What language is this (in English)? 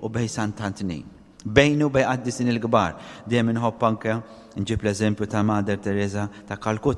Maltese